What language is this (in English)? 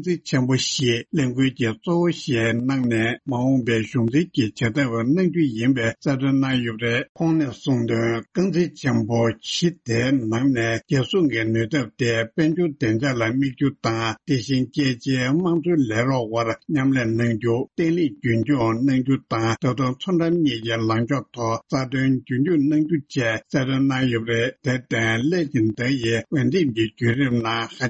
Tibetan